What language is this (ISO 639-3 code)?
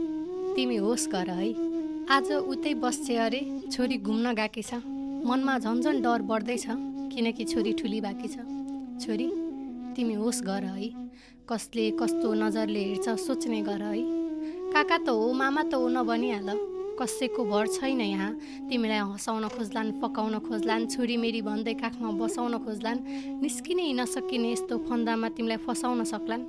nep